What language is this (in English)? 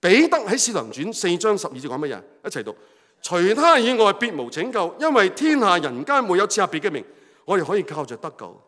Cantonese